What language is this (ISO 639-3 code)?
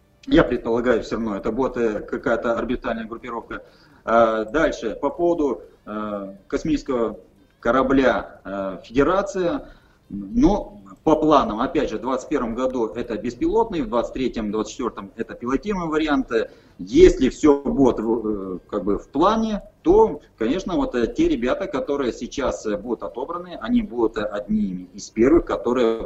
rus